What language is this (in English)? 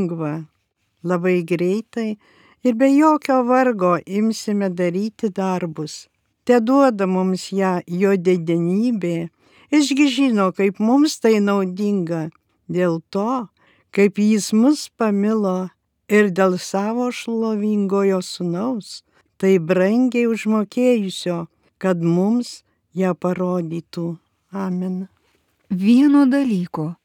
Lithuanian